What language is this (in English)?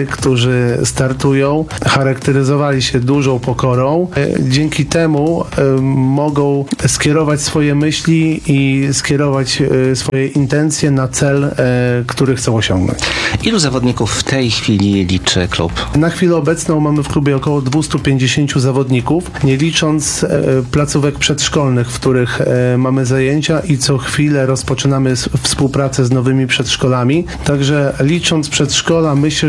Polish